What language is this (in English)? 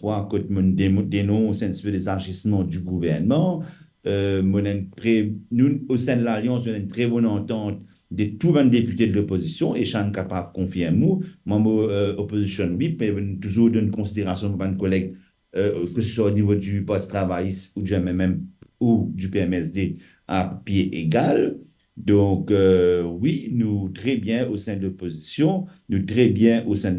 Morisyen